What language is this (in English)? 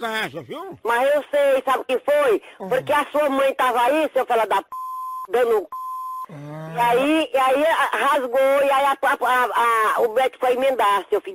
Portuguese